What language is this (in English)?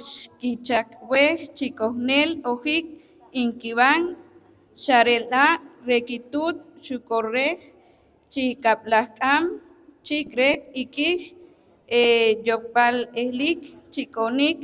Poqomchi'